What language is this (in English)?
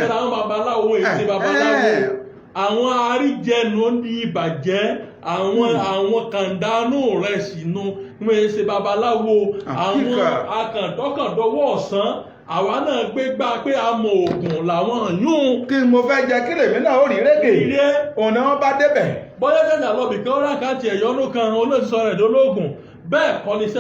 Yoruba